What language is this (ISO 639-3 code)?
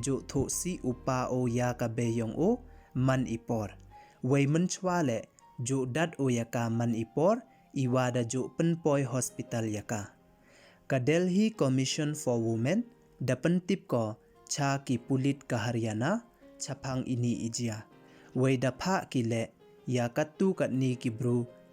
pbv